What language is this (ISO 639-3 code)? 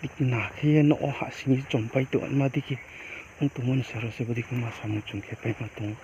ria